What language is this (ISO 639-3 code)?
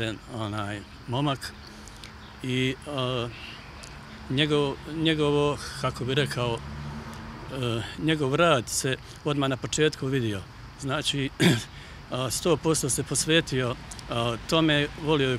hrv